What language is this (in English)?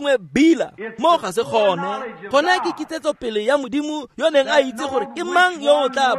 Tswana